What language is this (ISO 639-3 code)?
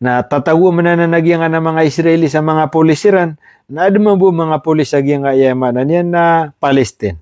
mrw